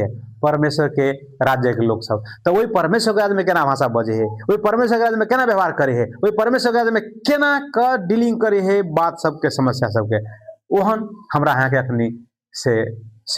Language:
Maithili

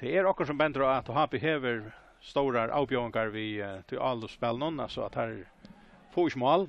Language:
Faroese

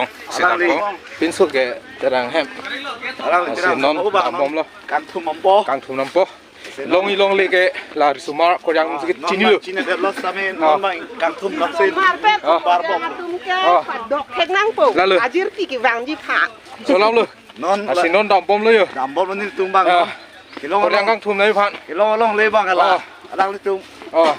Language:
Karbi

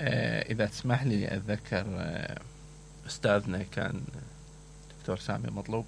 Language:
Mesopotamian Arabic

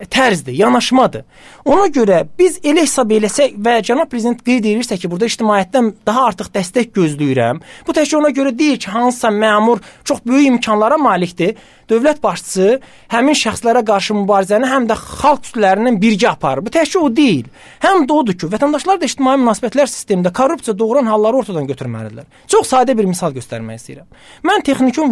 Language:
Azerbaijani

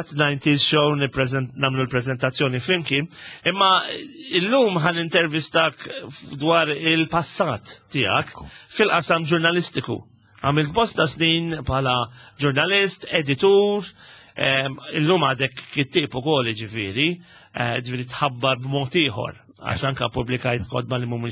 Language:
Maltese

